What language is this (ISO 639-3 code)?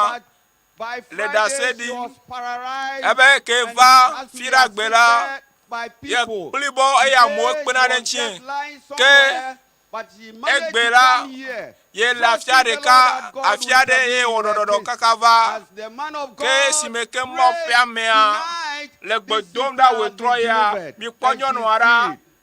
ewe